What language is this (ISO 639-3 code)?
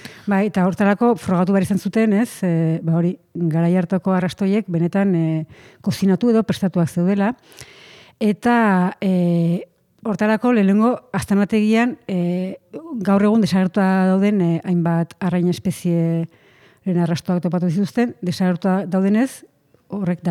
eus